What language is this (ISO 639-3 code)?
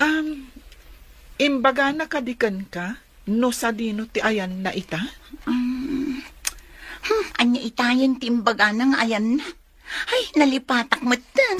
ilo